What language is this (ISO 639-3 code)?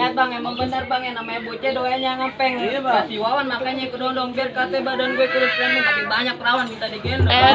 bew